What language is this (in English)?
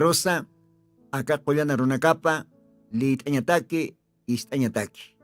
Aymara